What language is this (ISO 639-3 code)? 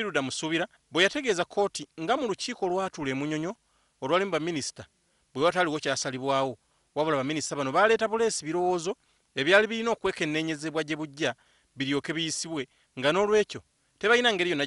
lug